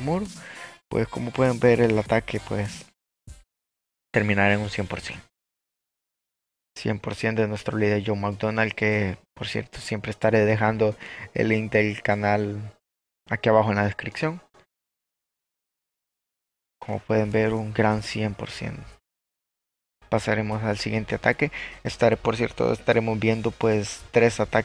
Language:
Spanish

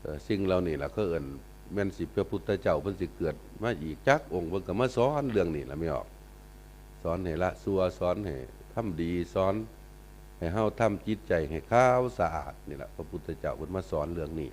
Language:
Northeastern Thai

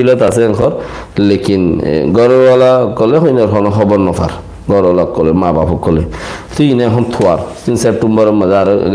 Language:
Rohingya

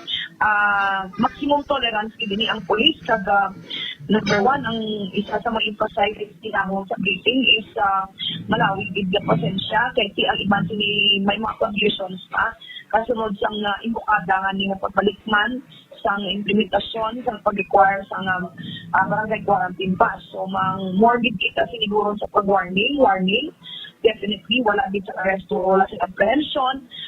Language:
Hiligaynon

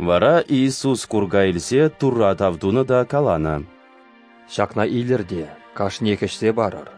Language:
Chuvash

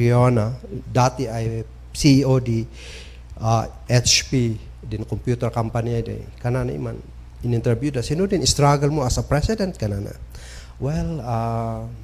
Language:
Kankanaey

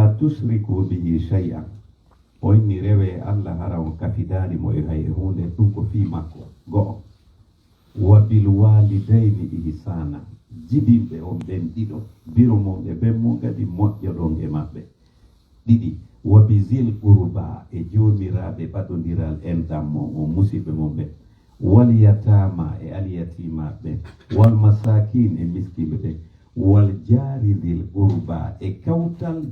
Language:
Pular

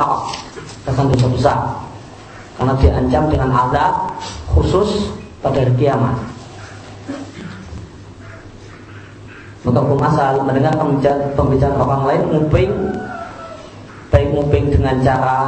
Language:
Indonesian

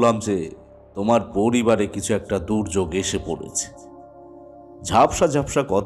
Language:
Bangla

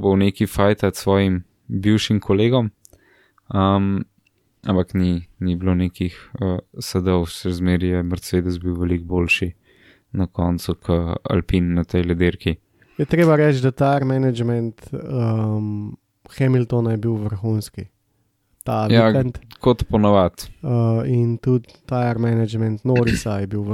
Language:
Slovenian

